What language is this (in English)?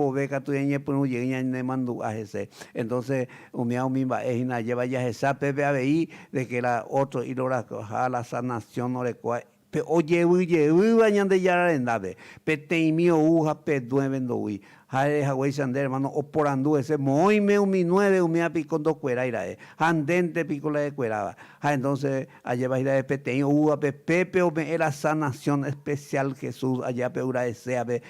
Guarani